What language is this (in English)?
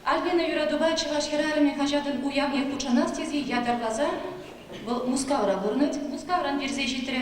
Chuvash